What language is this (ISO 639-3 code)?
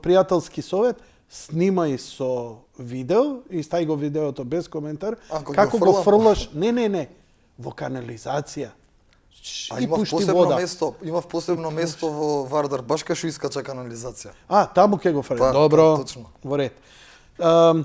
mkd